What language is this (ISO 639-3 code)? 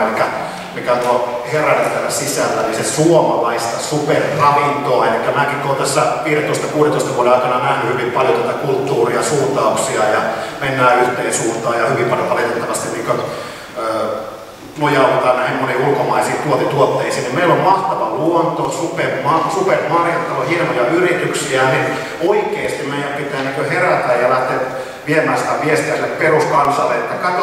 fin